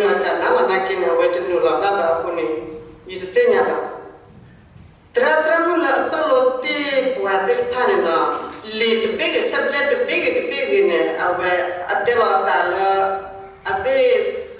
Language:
S'gaw Karen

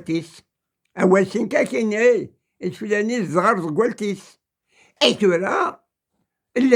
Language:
Kabyle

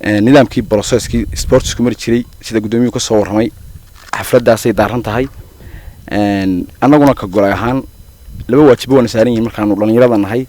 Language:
Somali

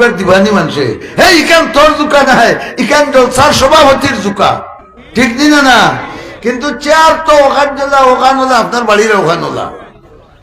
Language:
Sylheti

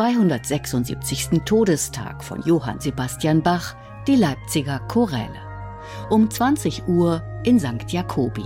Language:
German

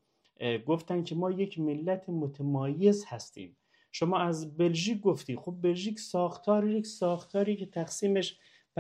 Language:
Persian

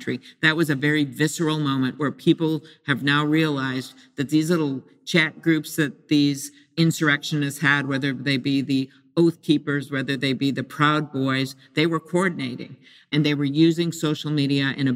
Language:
English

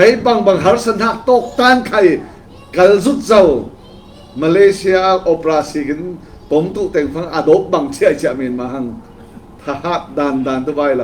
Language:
Falam Chin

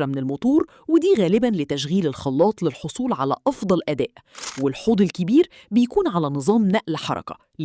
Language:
Egyptian Arabic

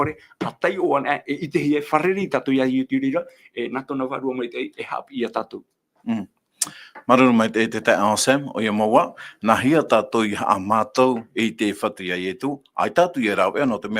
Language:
Tahitian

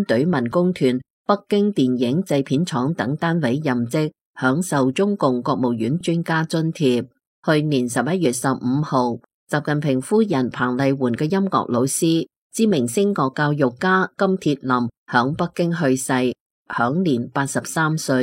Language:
Cantonese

